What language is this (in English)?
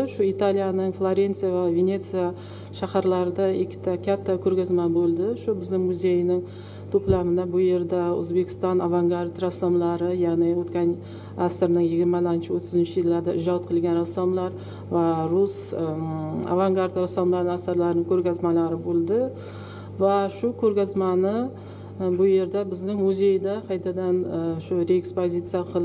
Uzbek